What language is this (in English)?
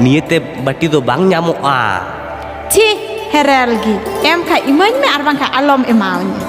Santali